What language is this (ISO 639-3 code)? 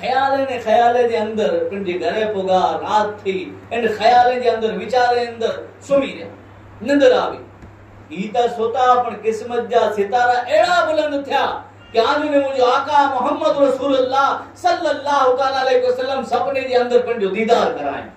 kfr